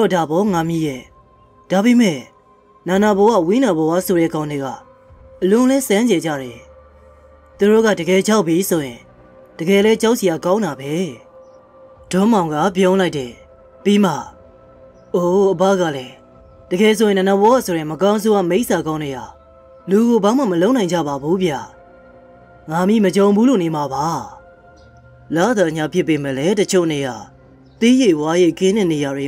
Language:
Burmese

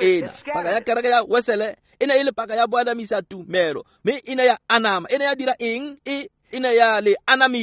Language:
Tswana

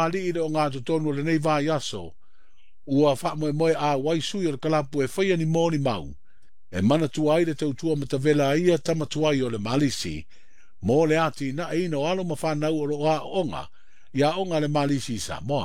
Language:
Samoan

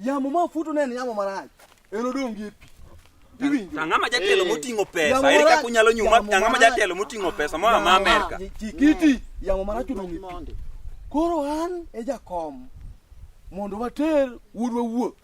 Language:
Luo (Kenya and Tanzania)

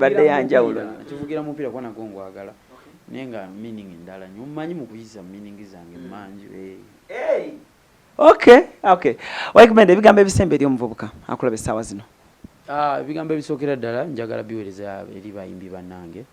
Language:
Ganda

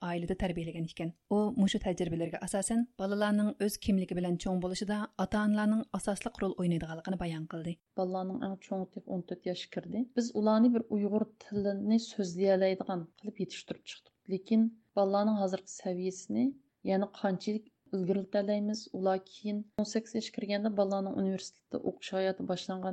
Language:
Uyghur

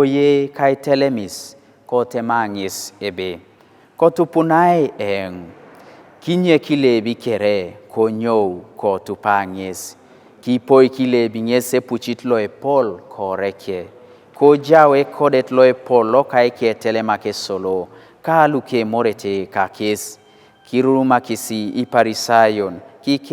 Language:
Teso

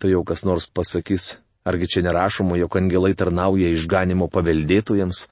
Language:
Lithuanian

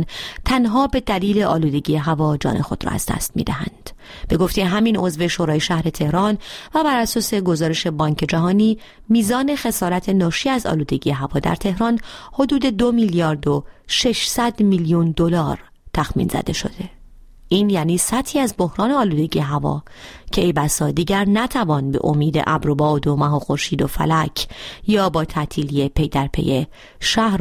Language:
Persian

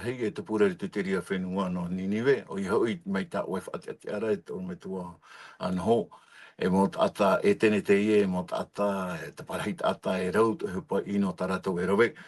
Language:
Tahitian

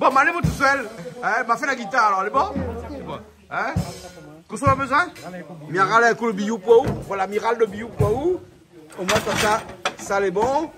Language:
Réunion Creole French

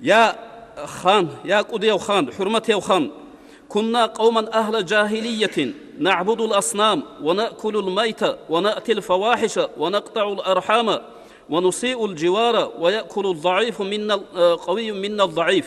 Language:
Avaric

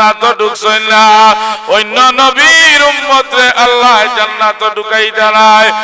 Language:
Sylheti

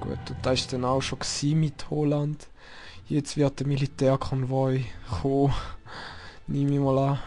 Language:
Swiss German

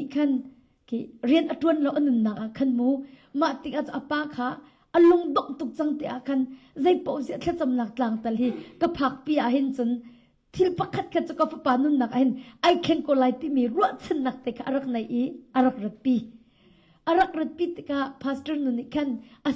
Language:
Hakha Chin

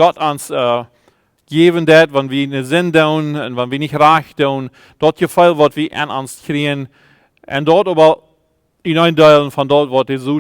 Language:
Plautdietsch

